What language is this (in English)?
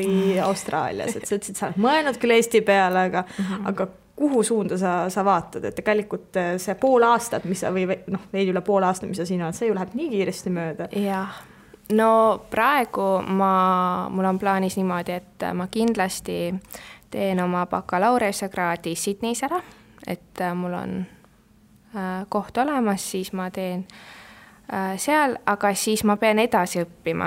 Estonian